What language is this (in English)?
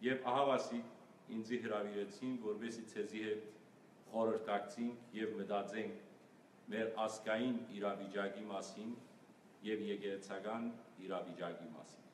Western Armenian